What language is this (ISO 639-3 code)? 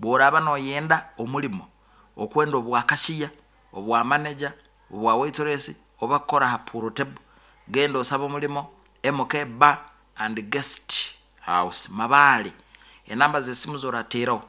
nyn